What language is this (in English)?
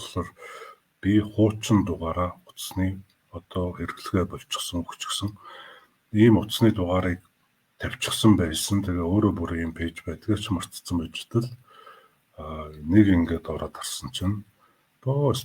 Mongolian